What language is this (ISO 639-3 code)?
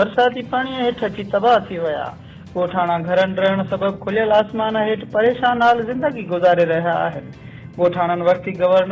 snd